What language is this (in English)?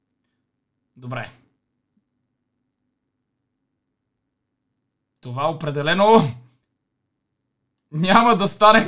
Bulgarian